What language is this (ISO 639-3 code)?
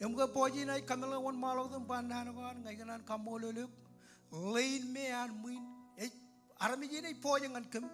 mah